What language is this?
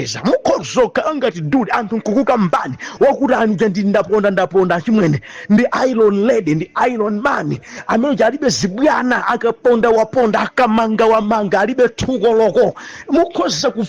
Nyanja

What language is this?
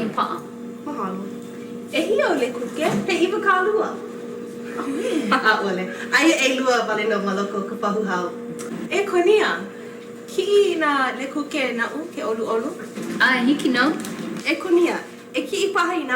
Hawaiian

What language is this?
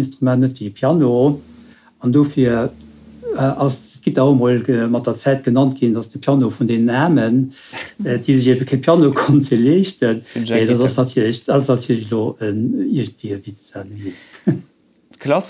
Luxembourgish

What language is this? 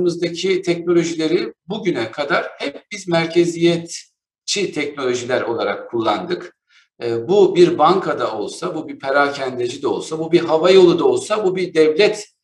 Turkish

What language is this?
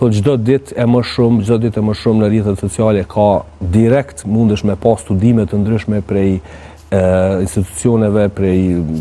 Albanian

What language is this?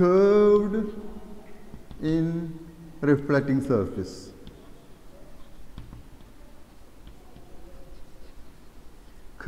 English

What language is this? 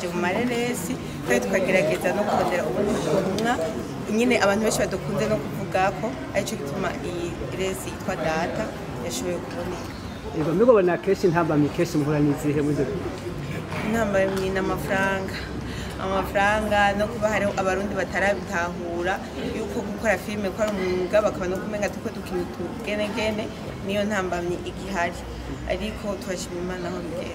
Rundi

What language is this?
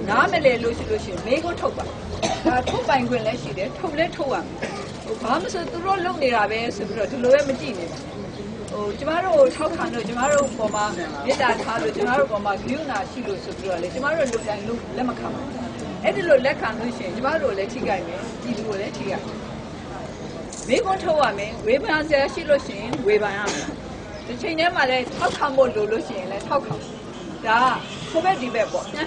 Burmese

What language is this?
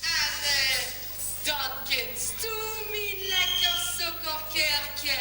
Limburgish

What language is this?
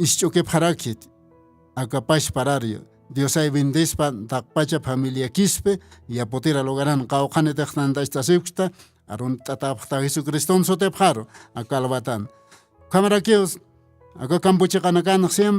Aymara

